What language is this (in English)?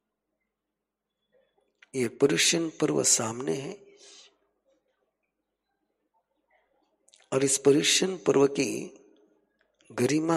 Hindi